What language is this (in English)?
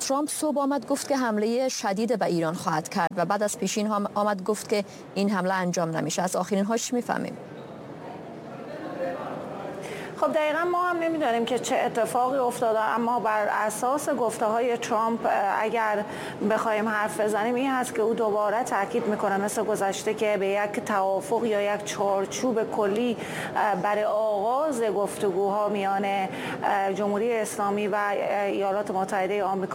Persian